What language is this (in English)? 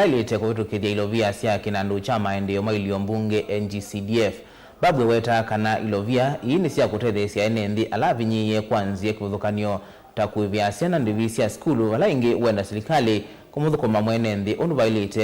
Kamba